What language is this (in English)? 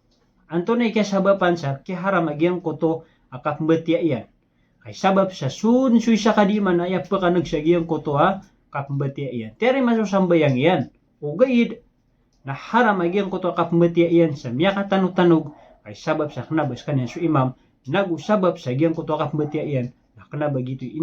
Maranao